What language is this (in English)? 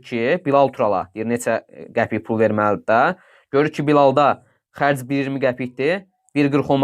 Azerbaijani